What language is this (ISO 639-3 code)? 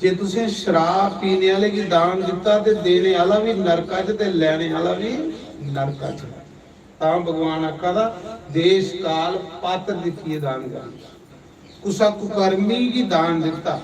doi